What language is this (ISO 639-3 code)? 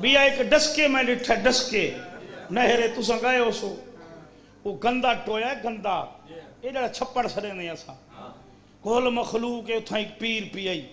skr